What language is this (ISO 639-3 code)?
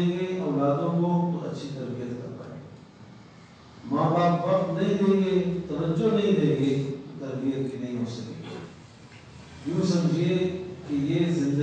urd